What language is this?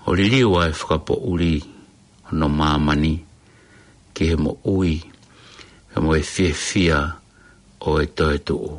Tongan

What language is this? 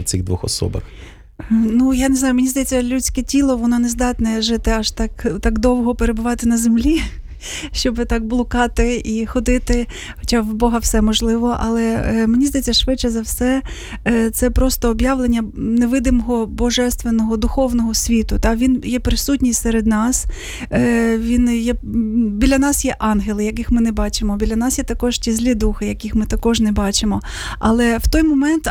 Ukrainian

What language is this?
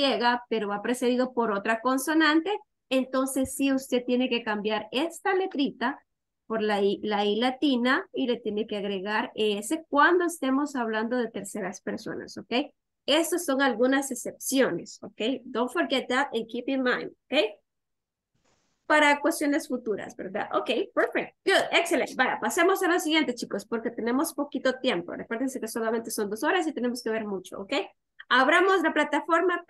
Spanish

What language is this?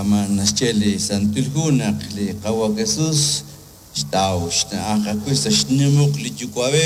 Kekchí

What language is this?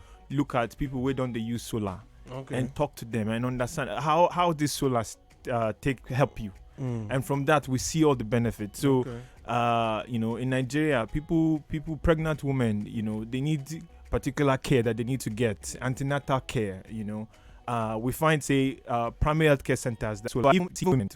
Nigerian Pidgin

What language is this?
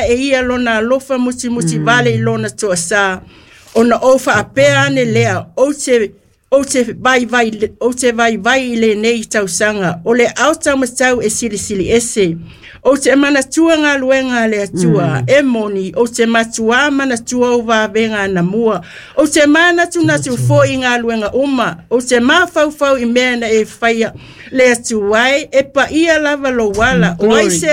Samoan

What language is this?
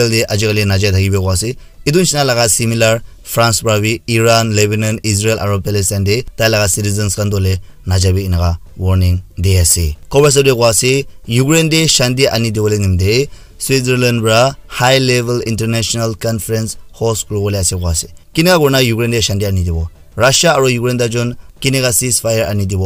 Naga Pidgin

